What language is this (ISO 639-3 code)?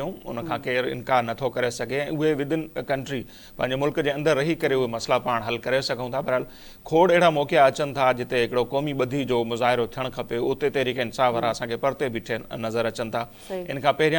snd